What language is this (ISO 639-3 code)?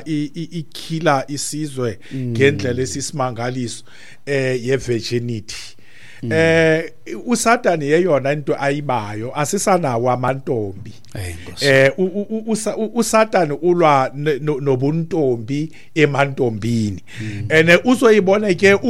xho